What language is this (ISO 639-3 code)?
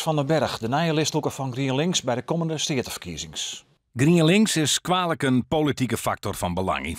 fry